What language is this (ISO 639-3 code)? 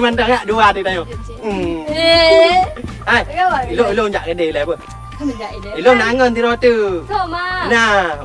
ace